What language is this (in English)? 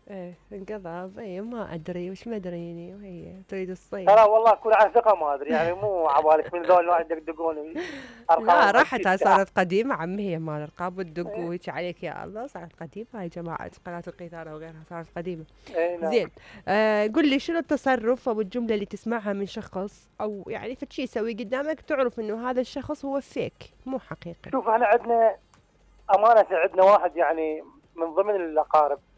Mesopotamian Arabic